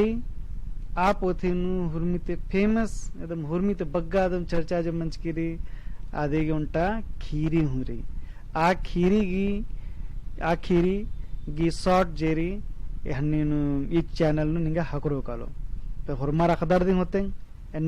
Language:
Kurukh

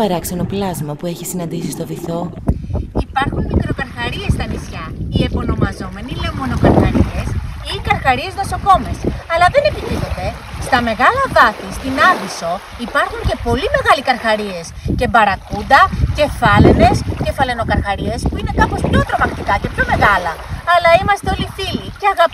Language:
Greek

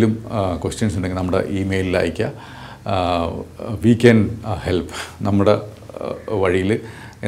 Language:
Malayalam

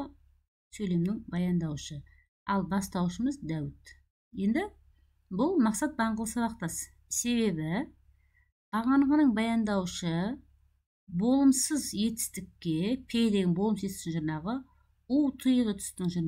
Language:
Kazakh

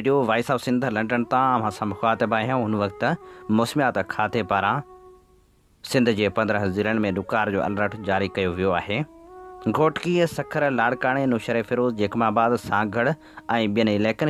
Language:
Sindhi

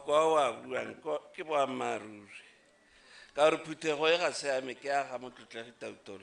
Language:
Tswana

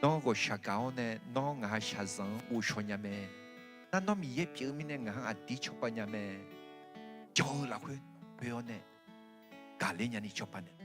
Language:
Akha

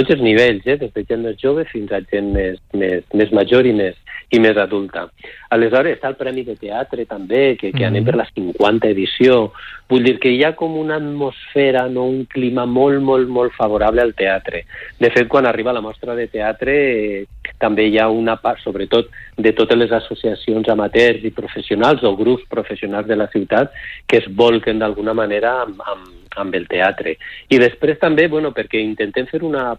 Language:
Catalan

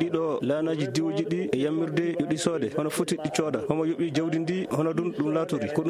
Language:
Maasina Fulfulde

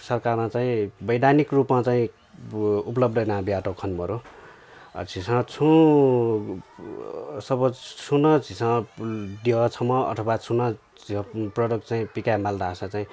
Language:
Newari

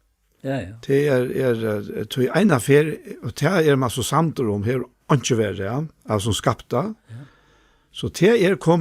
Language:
Faroese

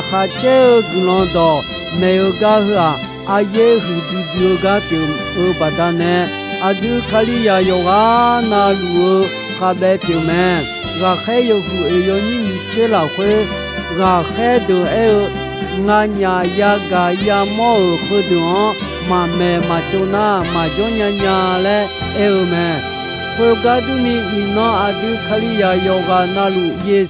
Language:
Akha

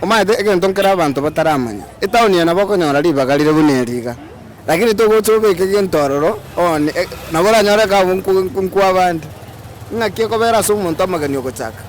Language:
Gusii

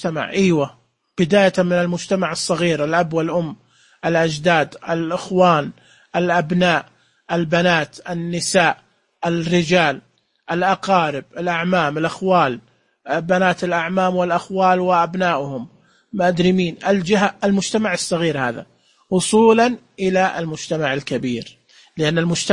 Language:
Najdi Arabic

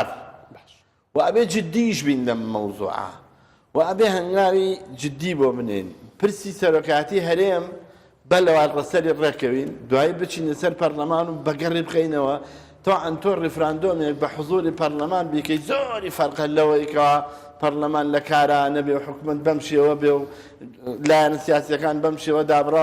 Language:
Central Kurdish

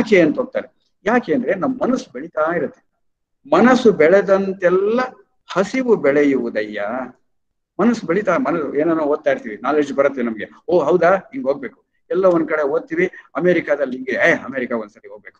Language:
Kannada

